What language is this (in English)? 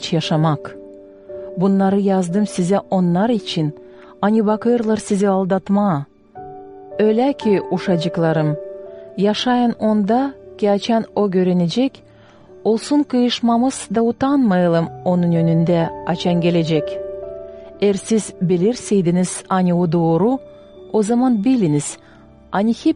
Gagauz